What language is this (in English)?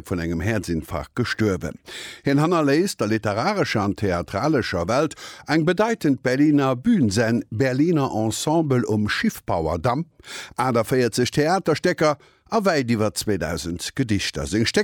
Luxembourgish